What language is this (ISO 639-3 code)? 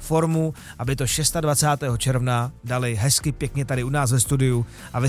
ces